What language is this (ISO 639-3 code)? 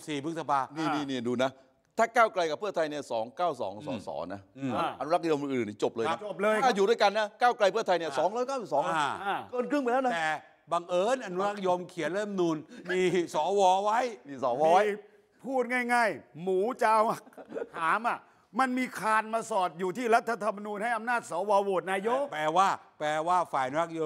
tha